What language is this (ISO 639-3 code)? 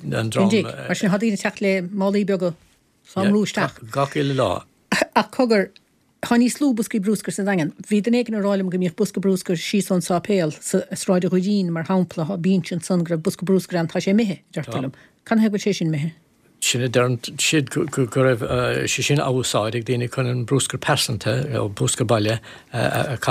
gle